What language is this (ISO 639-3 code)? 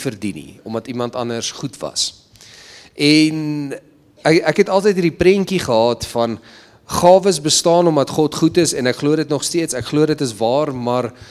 afr